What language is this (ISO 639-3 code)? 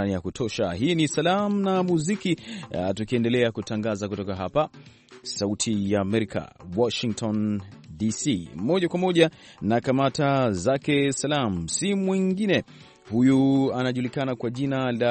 swa